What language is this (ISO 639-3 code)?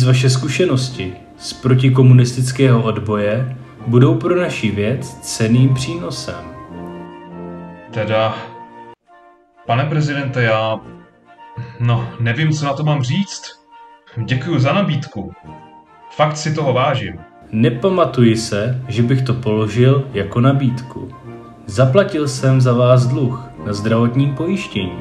ces